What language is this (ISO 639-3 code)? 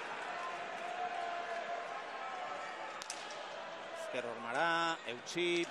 eus